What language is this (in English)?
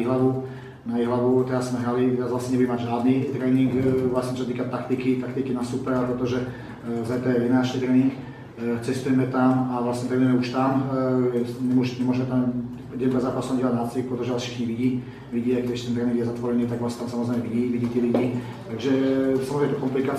Slovak